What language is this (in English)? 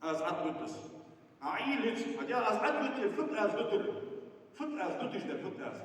Ingush